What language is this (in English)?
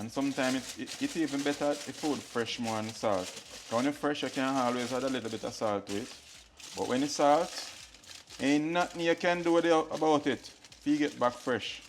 Jamaican Creole English